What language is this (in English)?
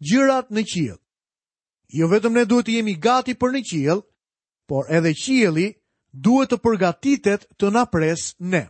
Albanian